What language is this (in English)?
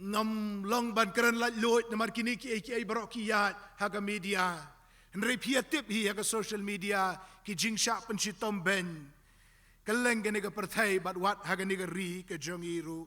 Khasi